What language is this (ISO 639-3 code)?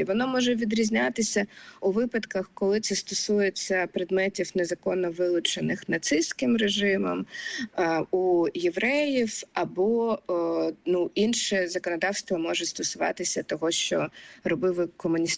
ukr